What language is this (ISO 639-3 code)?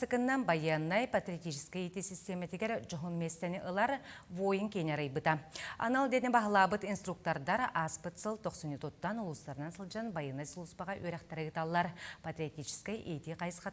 sah